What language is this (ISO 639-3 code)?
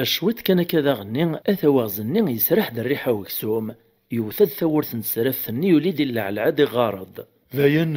kab